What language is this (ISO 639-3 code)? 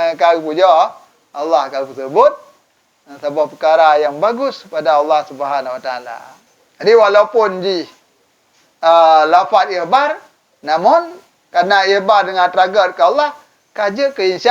ace